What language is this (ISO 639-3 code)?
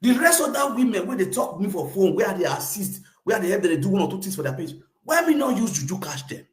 pcm